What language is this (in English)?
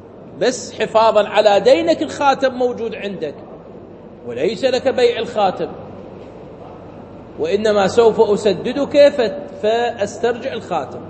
Arabic